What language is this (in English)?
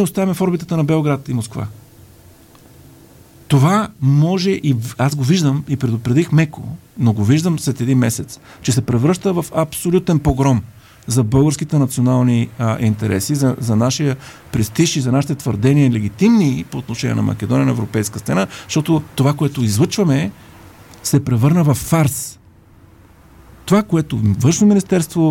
Bulgarian